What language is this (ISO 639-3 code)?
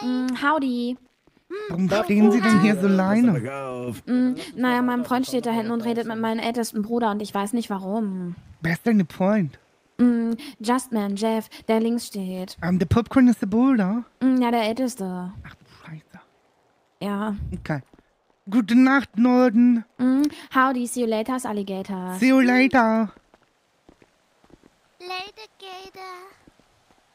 deu